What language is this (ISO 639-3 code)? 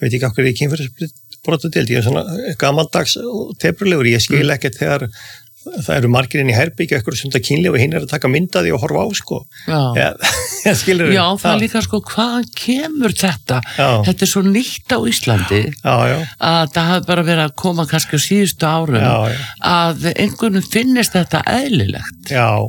isl